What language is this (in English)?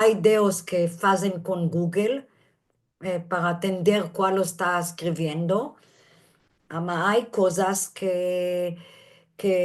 Ladino